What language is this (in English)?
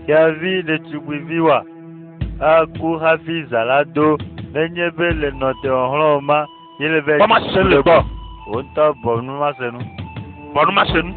Ewe